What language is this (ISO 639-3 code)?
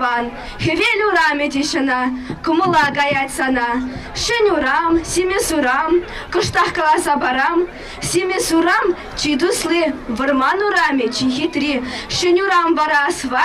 chv